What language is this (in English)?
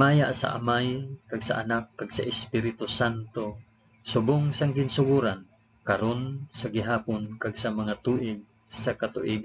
Hiligaynon